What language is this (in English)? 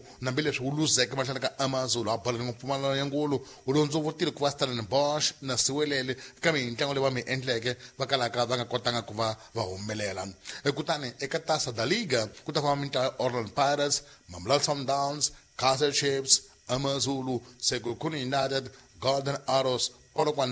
Tsonga